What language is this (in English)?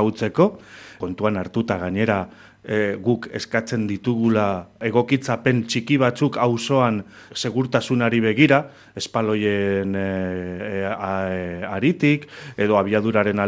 Basque